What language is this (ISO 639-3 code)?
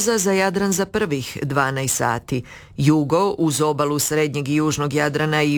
hrv